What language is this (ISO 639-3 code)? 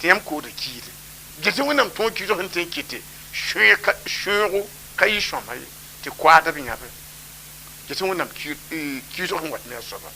mos